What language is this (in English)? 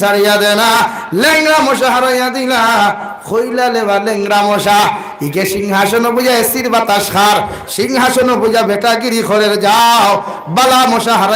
Sylheti